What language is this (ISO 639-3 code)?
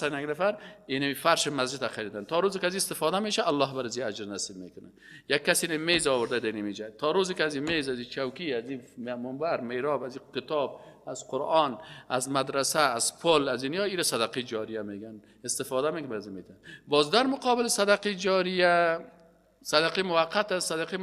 fas